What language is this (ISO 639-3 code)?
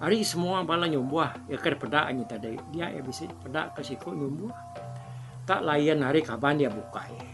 iba